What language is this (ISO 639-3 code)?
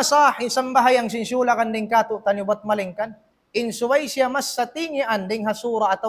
tsg